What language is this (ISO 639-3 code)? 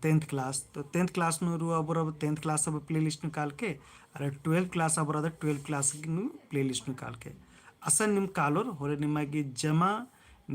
kru